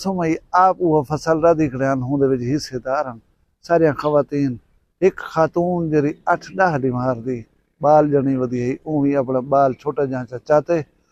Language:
Saraiki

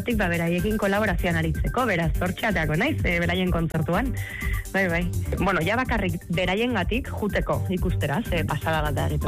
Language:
Basque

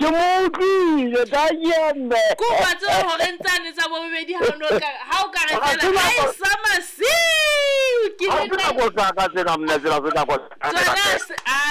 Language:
Southern Sotho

